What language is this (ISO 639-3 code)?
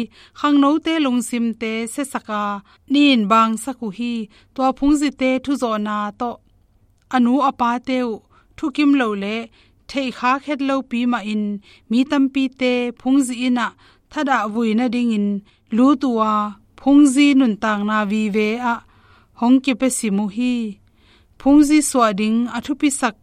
ctd